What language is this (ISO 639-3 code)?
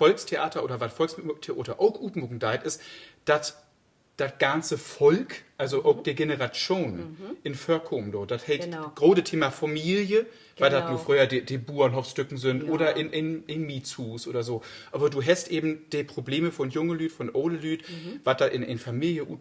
nds